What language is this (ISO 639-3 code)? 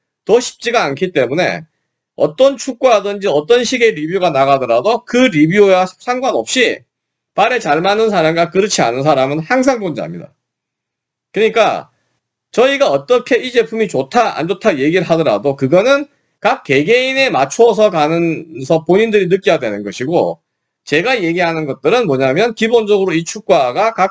kor